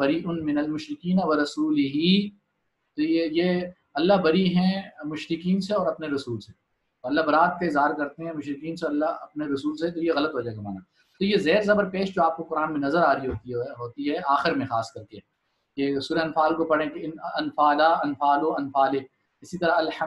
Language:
Urdu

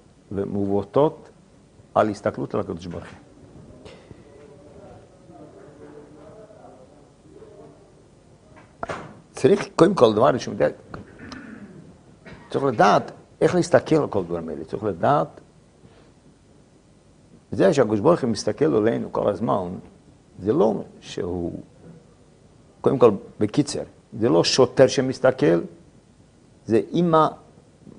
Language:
Hebrew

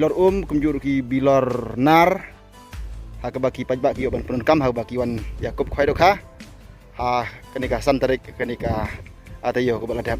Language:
Khasi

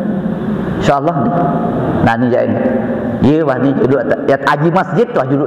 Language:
Sasak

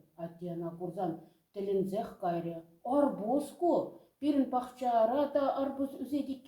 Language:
Chuvash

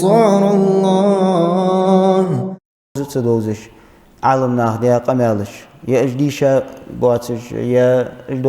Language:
Ingush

